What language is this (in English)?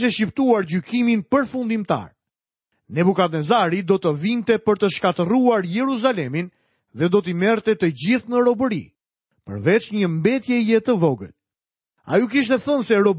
Albanian